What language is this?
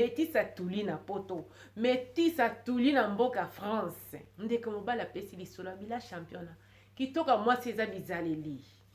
Lingala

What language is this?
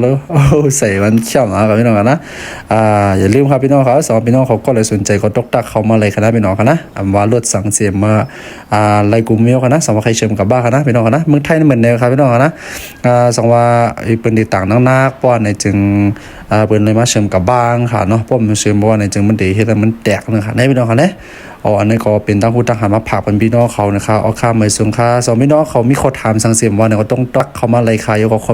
Shan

